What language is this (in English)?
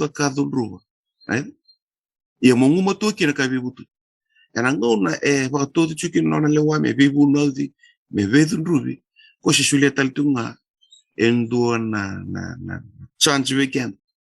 Fijian